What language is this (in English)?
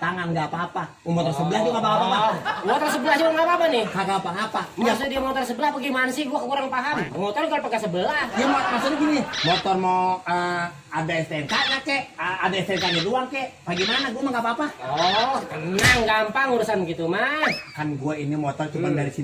Betawi